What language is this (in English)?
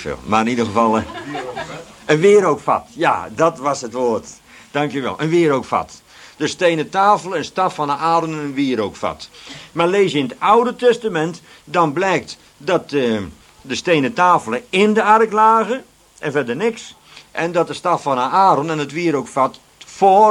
Dutch